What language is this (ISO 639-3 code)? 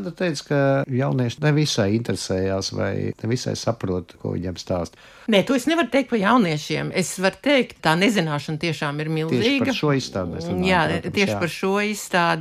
lav